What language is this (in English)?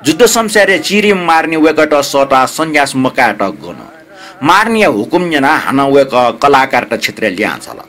Newari